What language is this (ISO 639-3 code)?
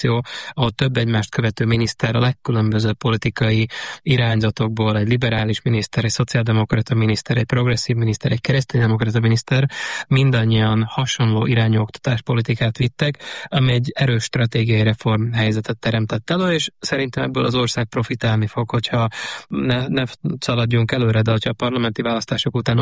hun